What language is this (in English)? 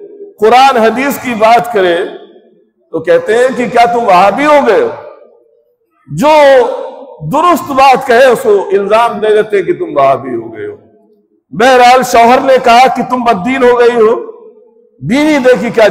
Urdu